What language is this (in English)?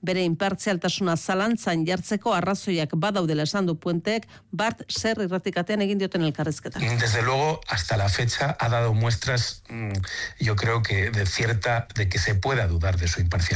Basque